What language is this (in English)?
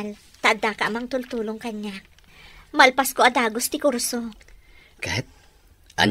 Iloko